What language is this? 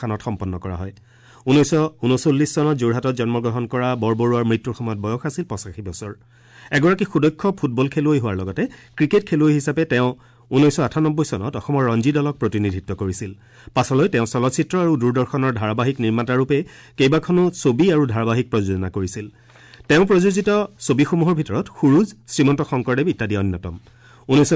Assamese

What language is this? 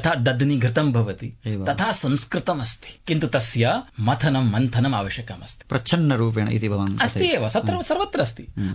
Sanskrit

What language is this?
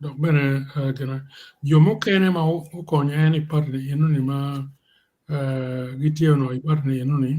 Acoli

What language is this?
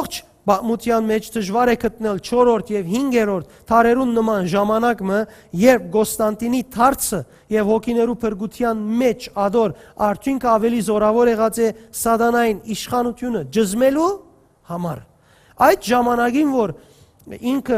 Western Armenian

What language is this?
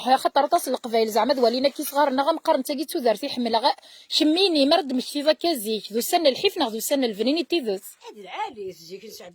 Kabyle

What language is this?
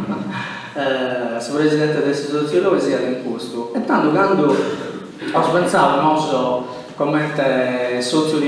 Sardinian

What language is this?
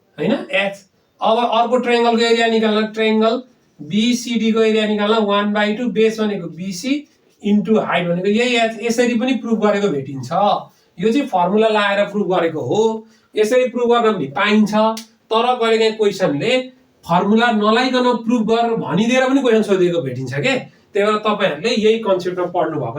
Nepali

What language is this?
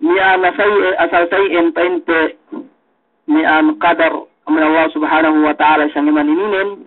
Yakan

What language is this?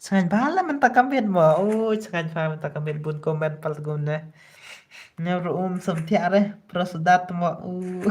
Khasi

